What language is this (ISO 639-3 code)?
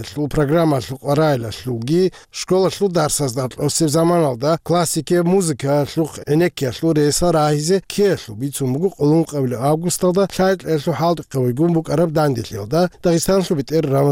ava